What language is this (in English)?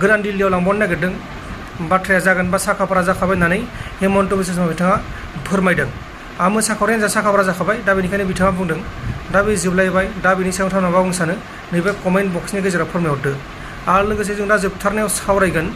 Bodo